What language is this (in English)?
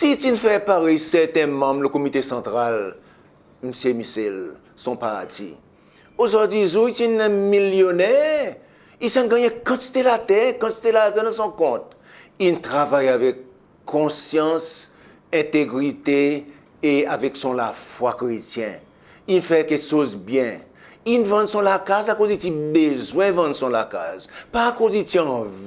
Seselwa Creole French